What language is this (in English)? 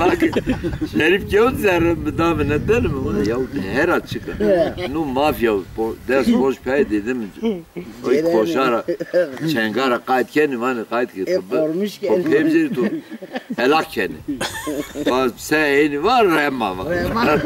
Zaza